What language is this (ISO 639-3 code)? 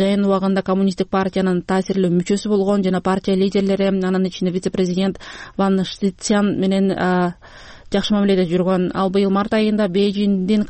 kir